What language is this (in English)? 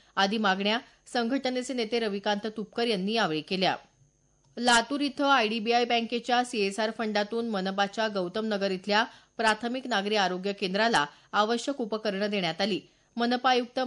Marathi